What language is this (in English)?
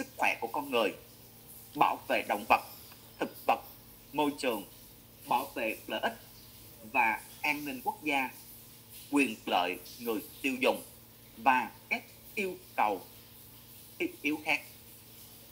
Vietnamese